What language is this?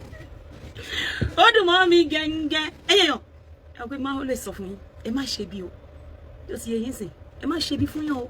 Yoruba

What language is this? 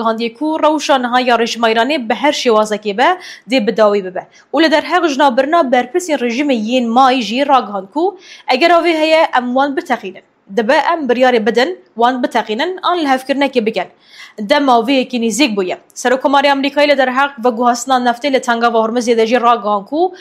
Kurdish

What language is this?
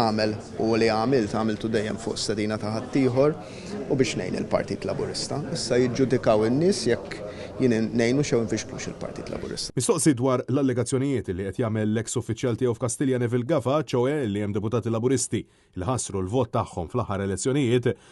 Maltese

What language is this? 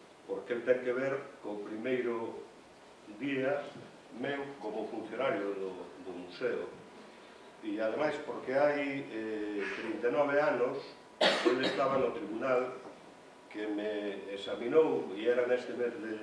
Galician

